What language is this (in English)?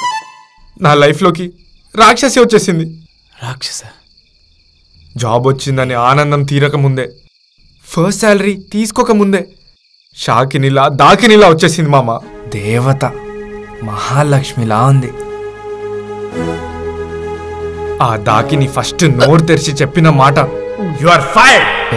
Telugu